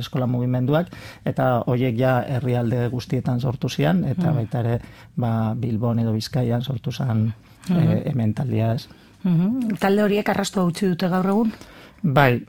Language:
Basque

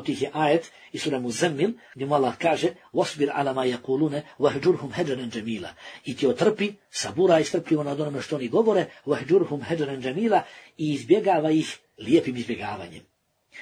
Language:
Bosnian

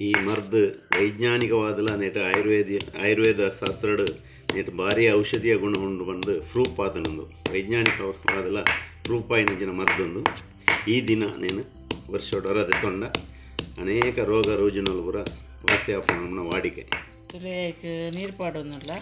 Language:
Tulu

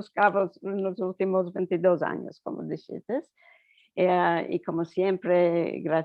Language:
Ladino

